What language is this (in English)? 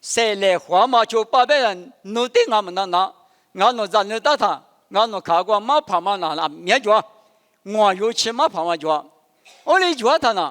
Lisu